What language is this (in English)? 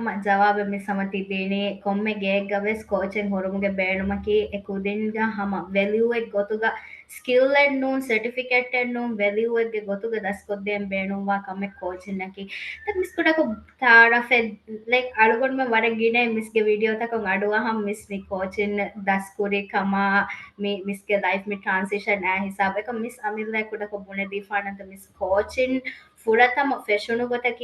Divehi